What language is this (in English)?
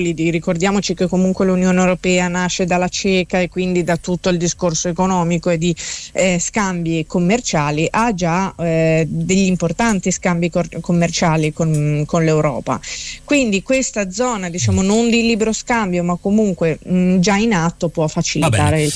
Italian